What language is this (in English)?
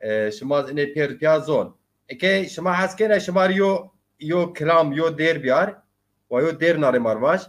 Zaza